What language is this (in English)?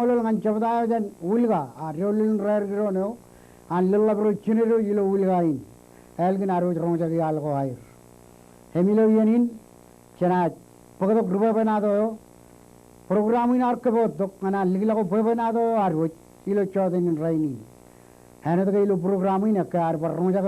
Marshallese